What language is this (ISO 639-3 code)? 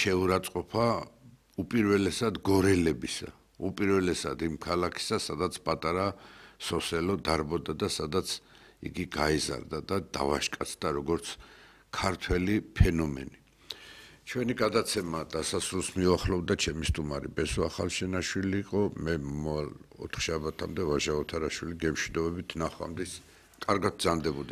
kat